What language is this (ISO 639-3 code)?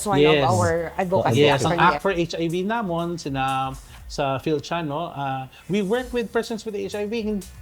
hil